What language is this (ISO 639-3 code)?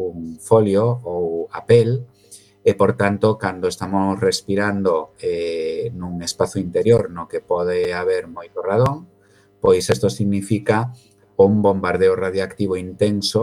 glg